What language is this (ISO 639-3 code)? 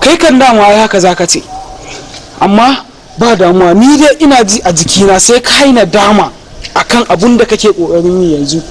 hau